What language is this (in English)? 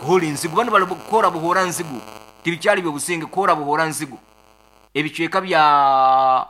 Nyankole